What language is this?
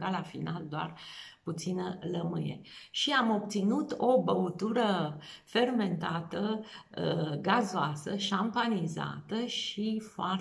Romanian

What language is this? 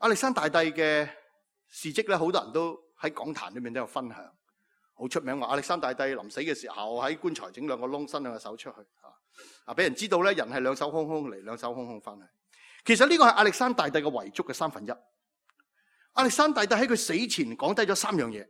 Cantonese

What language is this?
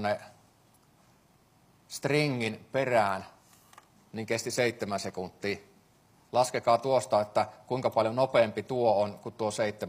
Finnish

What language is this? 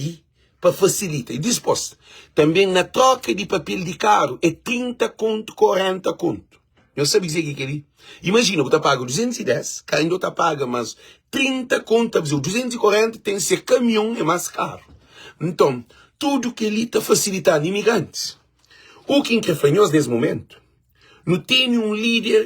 Kabuverdianu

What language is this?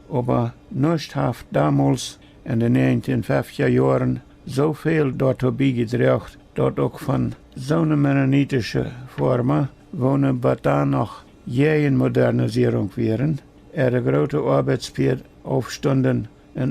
Plautdietsch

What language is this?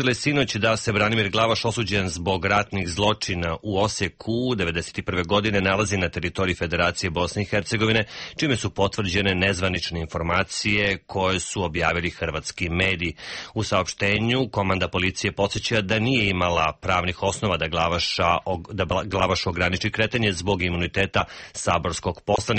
Serbian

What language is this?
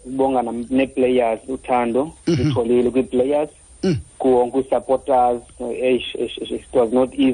Xhosa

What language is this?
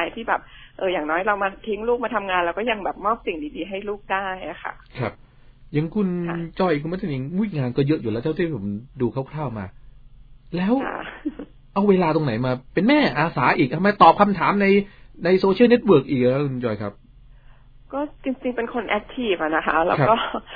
Thai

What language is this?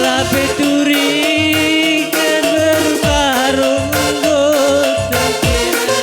Batak Karo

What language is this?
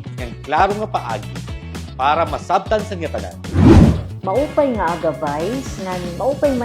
Waray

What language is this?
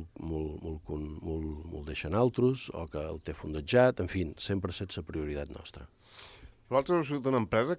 Catalan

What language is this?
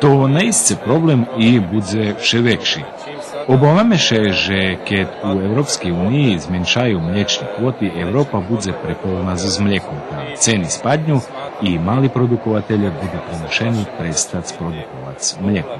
Rusyn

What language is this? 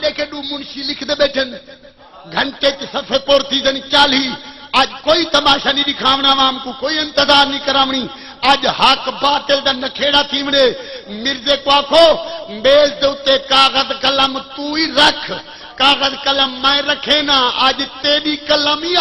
Saraiki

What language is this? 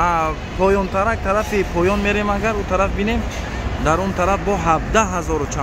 Tajik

